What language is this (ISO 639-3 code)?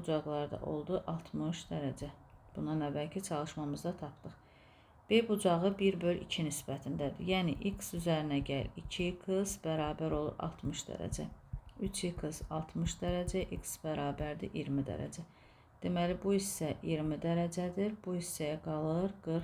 aze